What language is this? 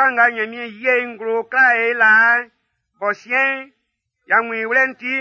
Baoulé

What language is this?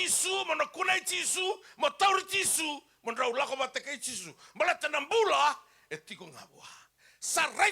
Fijian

